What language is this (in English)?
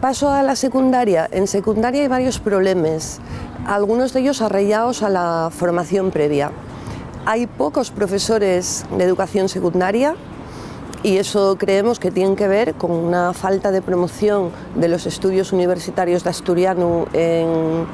Asturian